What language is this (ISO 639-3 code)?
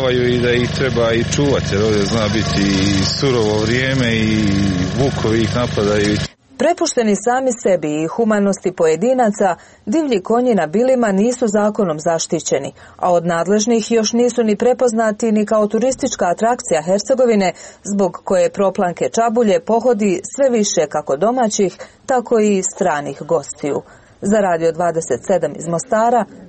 hrv